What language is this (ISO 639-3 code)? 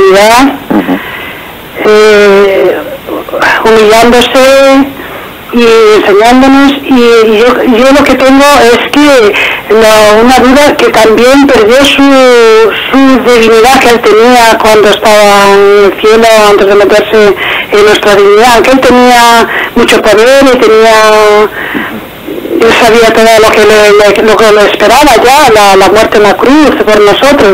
spa